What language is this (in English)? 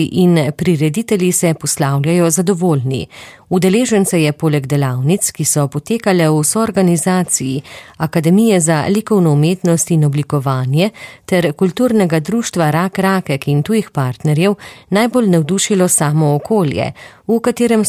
Slovenian